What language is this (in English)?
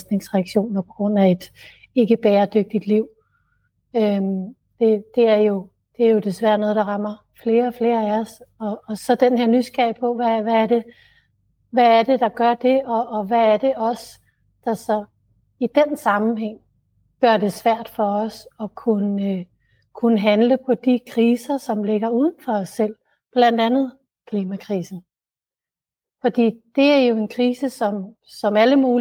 Danish